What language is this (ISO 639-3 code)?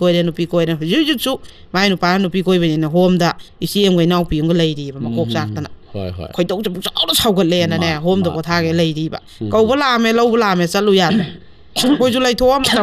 mni